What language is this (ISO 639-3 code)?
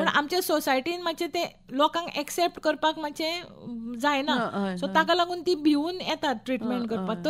kok